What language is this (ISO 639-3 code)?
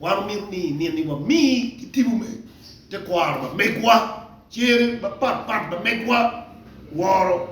ach